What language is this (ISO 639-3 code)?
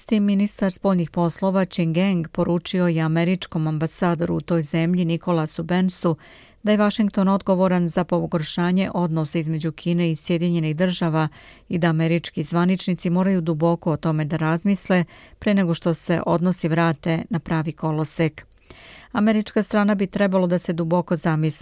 srp